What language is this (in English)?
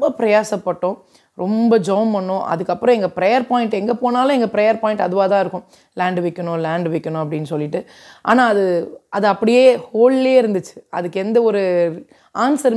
Tamil